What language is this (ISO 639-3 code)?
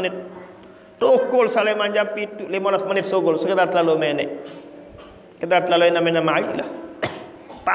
sas